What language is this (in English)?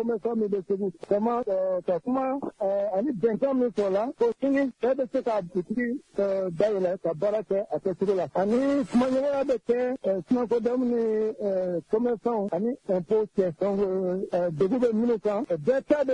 Bambara